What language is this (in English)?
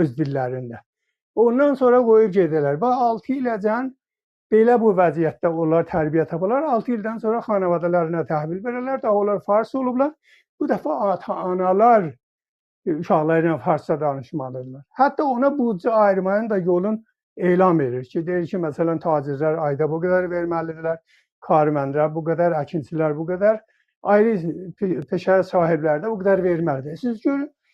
South Azerbaijani